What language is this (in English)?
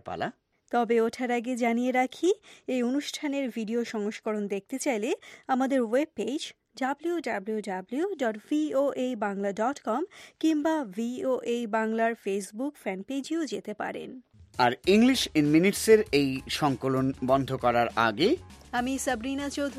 Bangla